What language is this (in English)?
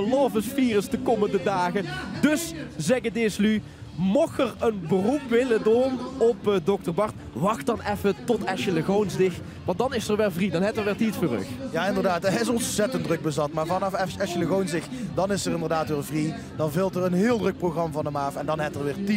Limburgish